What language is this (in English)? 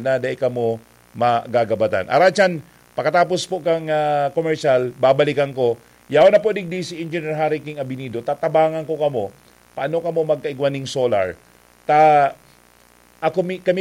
Bikol